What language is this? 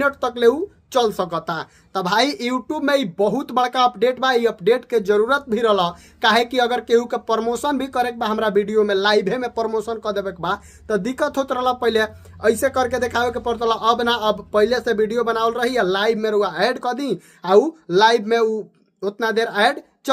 Bhojpuri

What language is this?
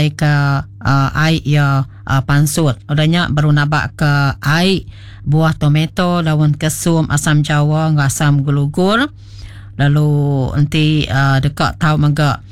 Iban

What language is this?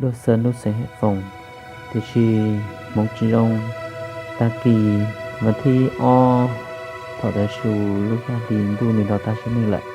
Hmong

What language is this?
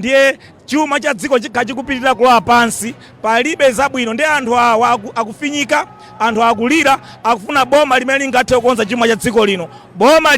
Nyanja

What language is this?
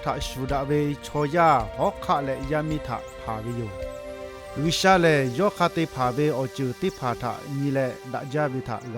Lahu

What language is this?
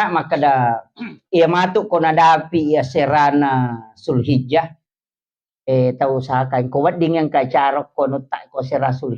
Buginese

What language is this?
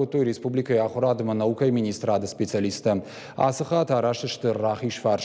Ossetic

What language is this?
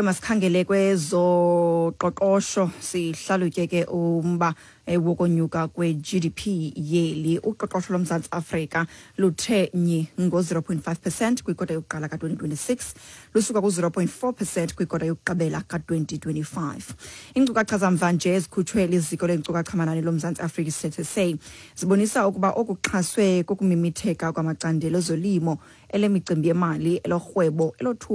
Xhosa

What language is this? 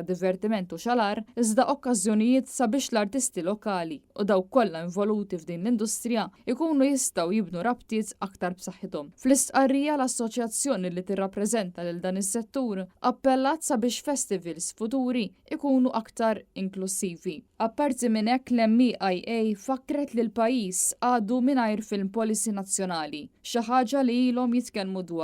Maltese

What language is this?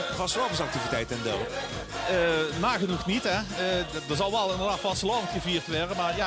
Limburgish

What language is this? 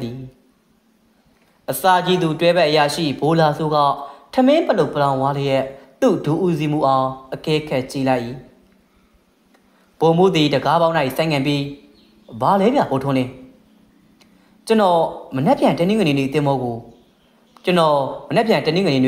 Burmese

